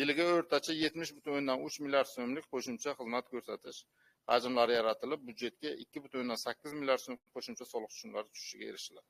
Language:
Uzbek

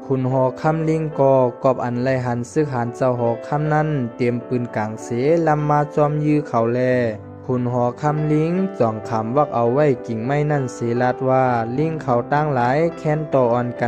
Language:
Shan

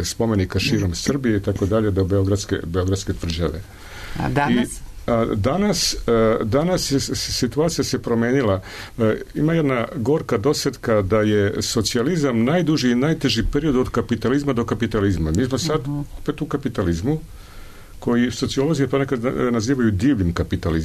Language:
Serbian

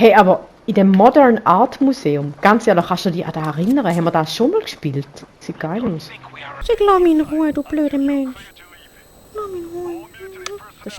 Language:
Swiss German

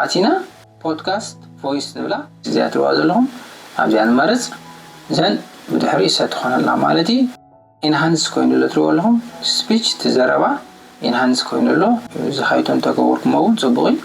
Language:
Tigrinya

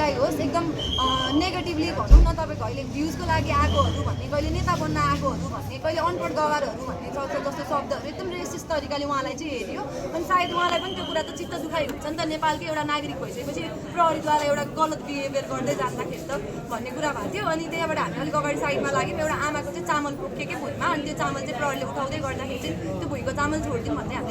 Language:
Nepali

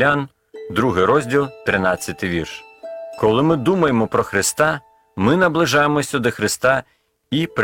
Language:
Ukrainian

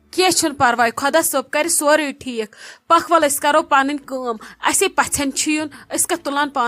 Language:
Kashmiri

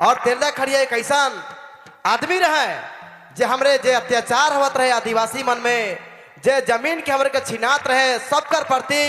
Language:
Sadri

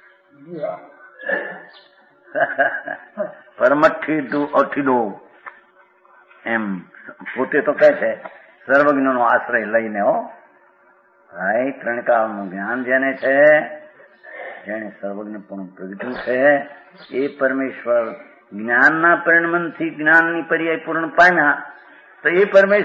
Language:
Gujarati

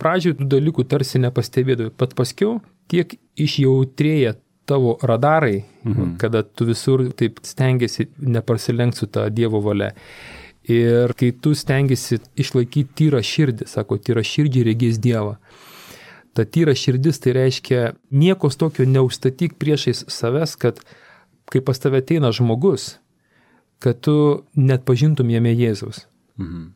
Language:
Lithuanian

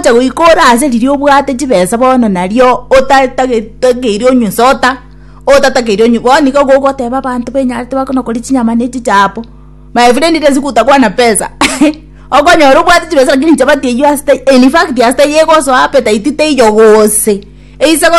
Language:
Gusii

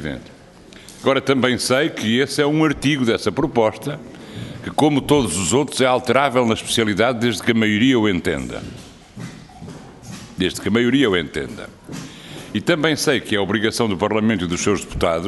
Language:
Portuguese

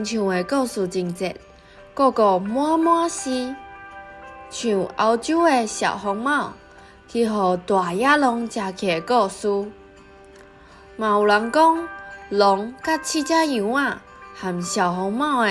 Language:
Min Nan Chinese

